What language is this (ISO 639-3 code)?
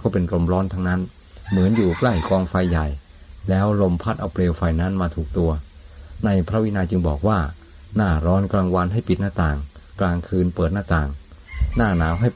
tha